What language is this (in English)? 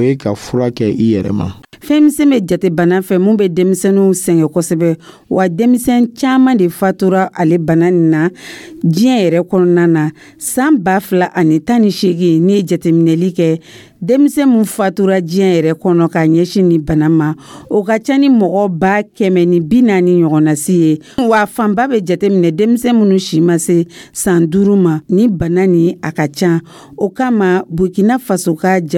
Dyula